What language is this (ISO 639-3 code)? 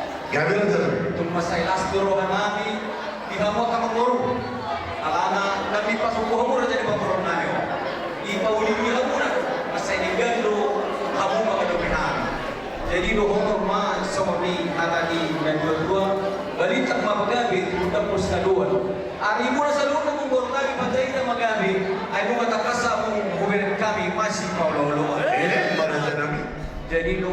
bbc